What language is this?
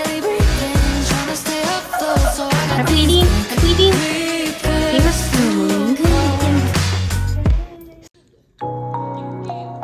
Chinese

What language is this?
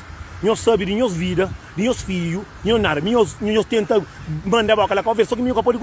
Kabuverdianu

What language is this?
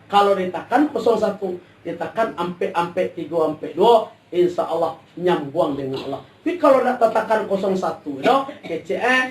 Minangkabau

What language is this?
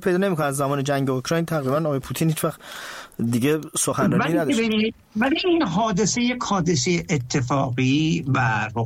Persian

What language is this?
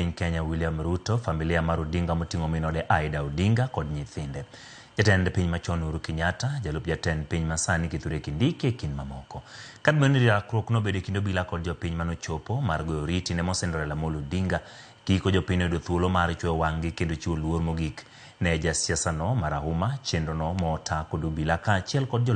Luo (Kenya and Tanzania)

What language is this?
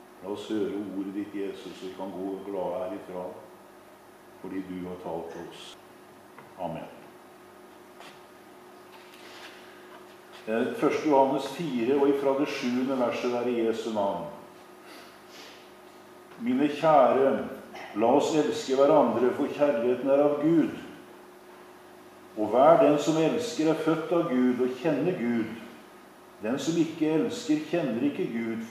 Norwegian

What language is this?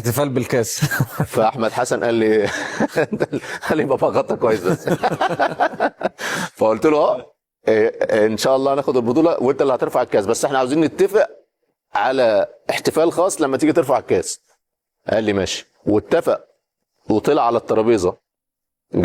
Egyptian Arabic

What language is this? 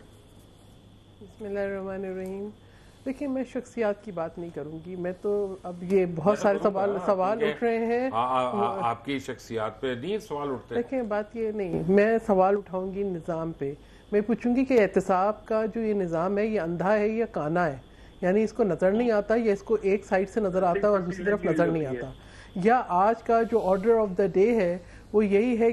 Urdu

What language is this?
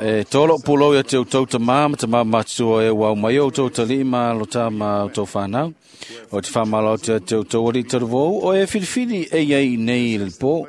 Samoan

